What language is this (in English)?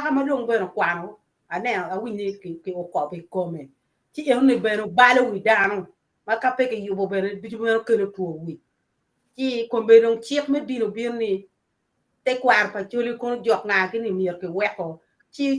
Acoli